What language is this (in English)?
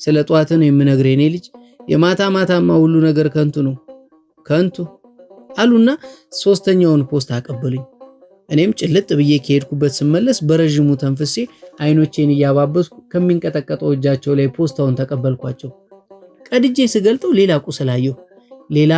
Amharic